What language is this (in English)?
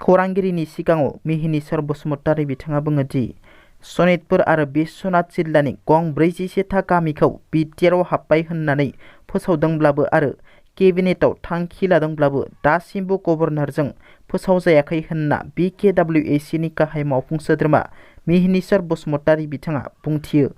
Bodo